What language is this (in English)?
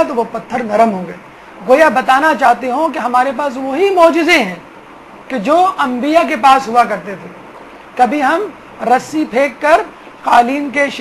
Urdu